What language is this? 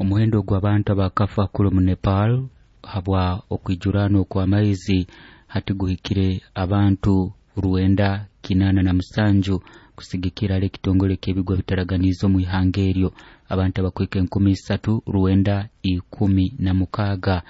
Nyoro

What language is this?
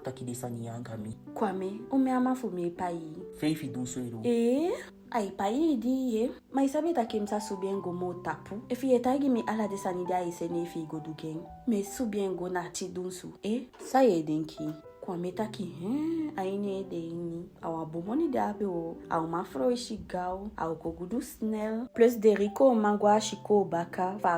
Eastern Maroon Creole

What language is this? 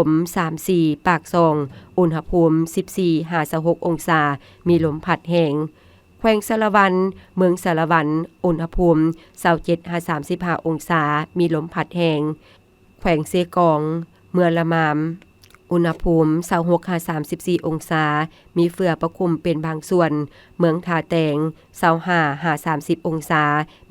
Lao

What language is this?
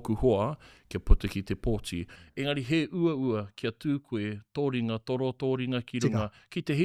Māori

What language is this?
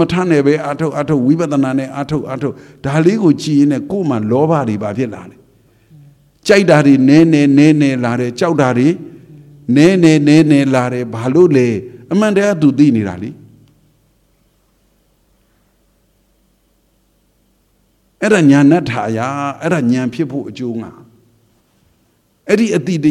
Burmese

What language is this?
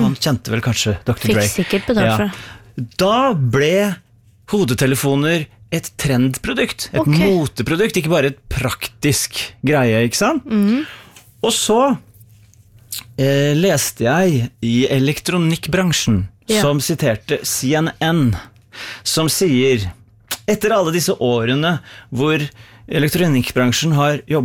Norwegian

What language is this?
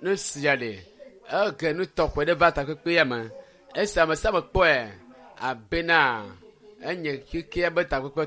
Ewe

